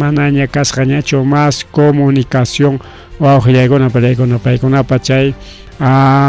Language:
Ayacucho Quechua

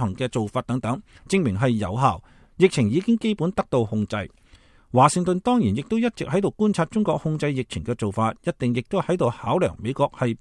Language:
Cantonese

